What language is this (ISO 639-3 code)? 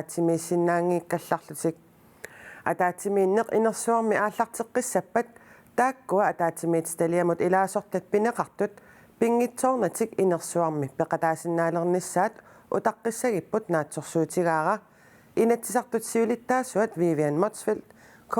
kal